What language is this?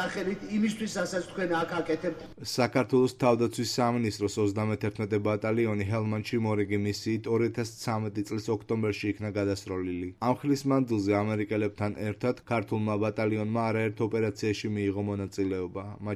Georgian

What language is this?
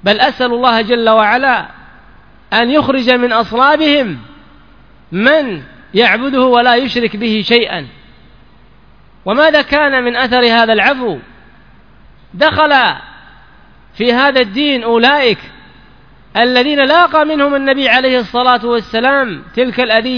Arabic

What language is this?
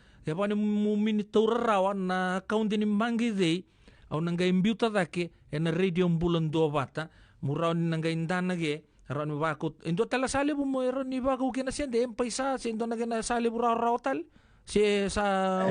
Fijian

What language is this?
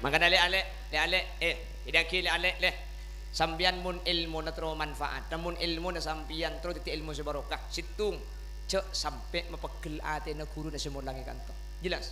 Madurese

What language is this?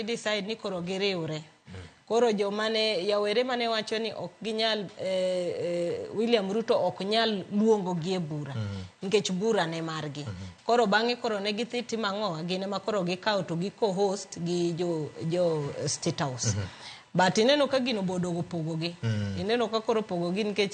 Luo (Kenya and Tanzania)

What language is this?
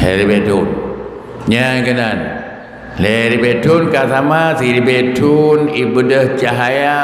Achinese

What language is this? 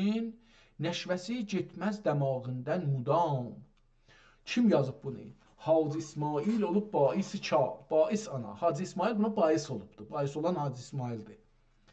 South Azerbaijani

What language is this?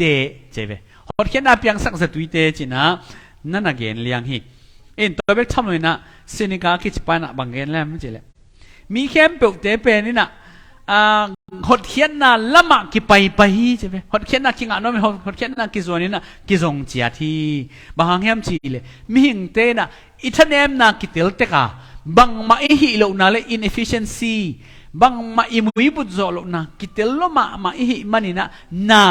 Tedim Chin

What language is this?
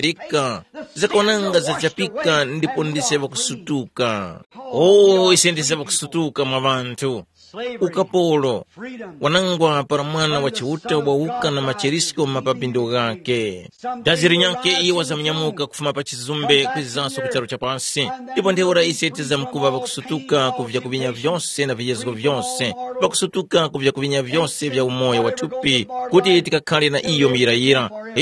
Tumbuka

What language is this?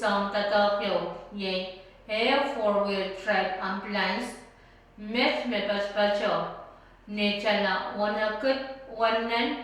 Pohnpeian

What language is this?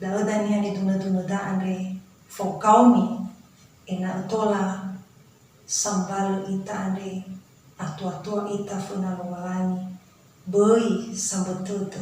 Nias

